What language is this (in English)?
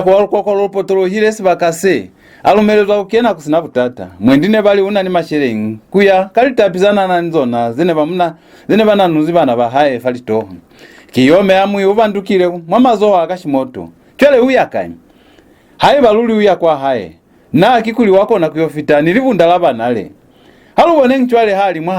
Lozi